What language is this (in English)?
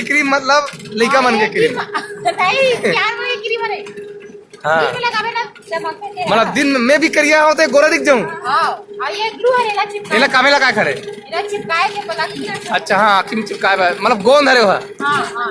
Chhattisgarhi